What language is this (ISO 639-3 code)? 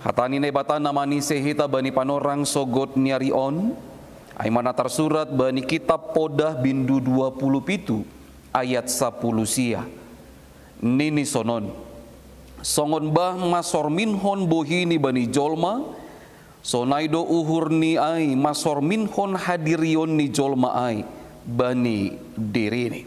bts